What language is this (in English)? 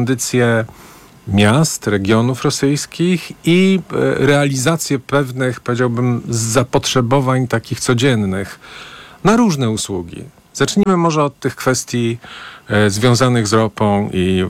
Polish